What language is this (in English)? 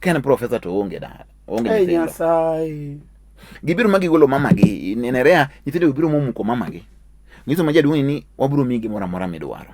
Luo (Kenya and Tanzania)